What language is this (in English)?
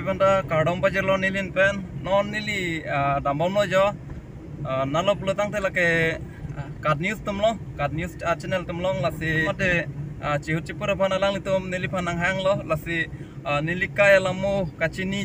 Karbi